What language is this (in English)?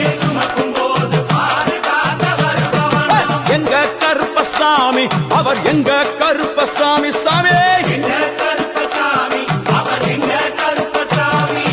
Tamil